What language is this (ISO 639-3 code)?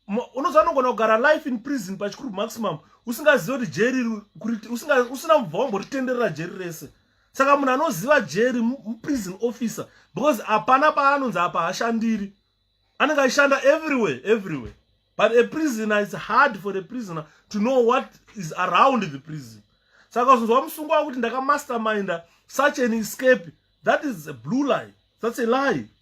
sna